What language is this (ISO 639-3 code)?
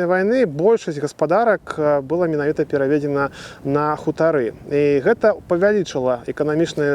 bel